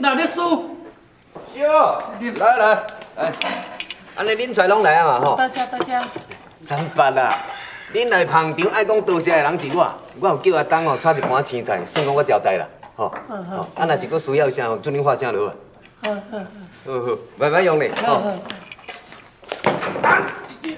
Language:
Min Nan Chinese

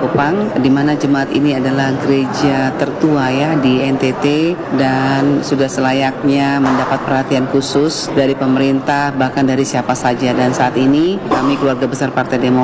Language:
Indonesian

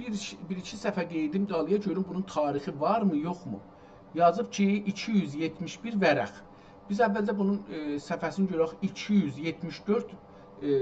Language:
South Azerbaijani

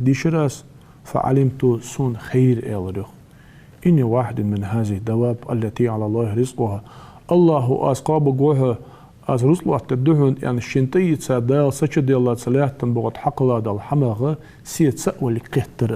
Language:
Ingush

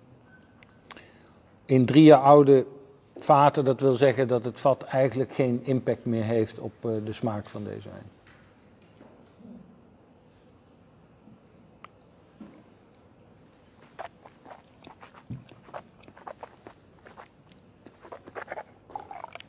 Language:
Dutch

